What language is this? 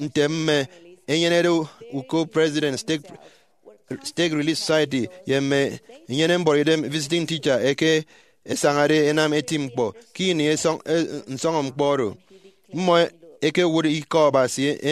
Efik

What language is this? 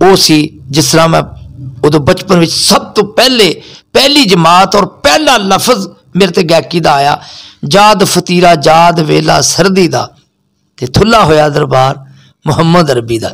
Saraiki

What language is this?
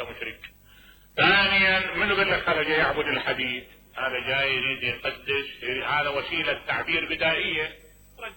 Mesopotamian Arabic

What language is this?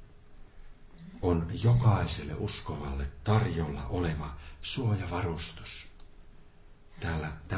Finnish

